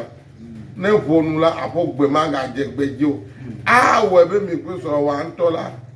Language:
Ewe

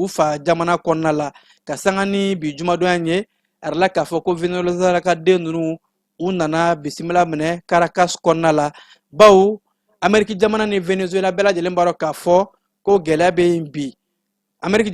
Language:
Bambara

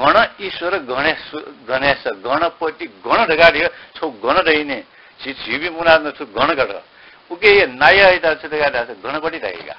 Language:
Newari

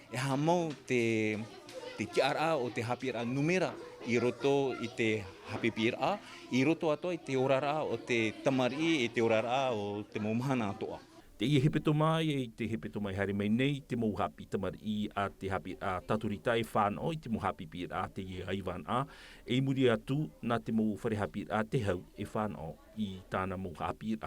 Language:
Tahitian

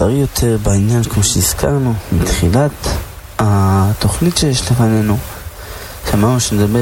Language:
Hebrew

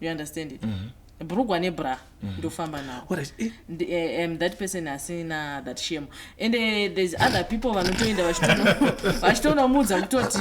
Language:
Shona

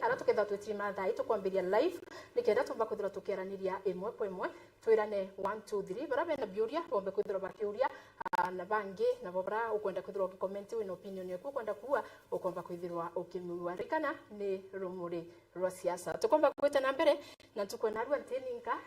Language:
Meru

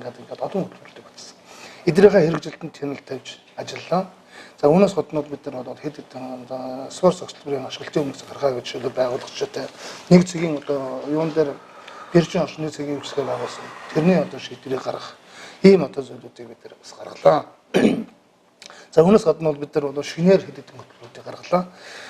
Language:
Mongolian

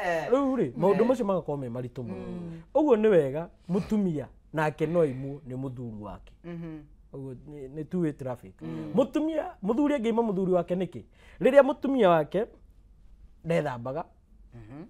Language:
Kikuyu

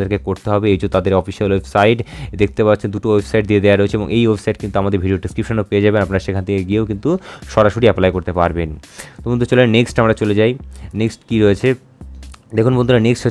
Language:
Bangla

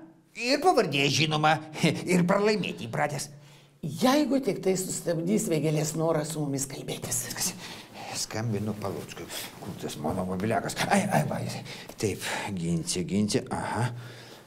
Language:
Lithuanian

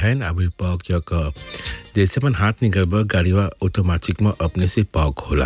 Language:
Bhojpuri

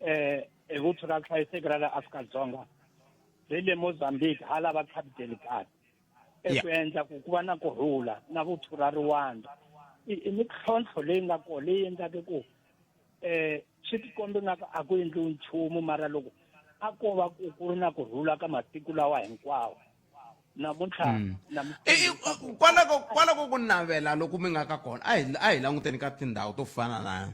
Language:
Tsonga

